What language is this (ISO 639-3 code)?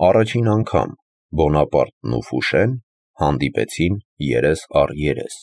hye